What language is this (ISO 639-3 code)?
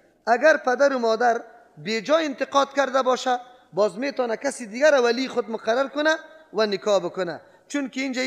fas